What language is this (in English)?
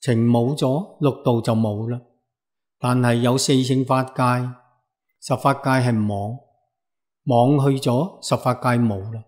Cantonese